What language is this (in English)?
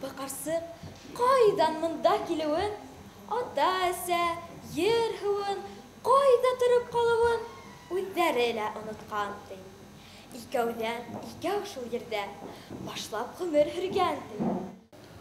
Bashkir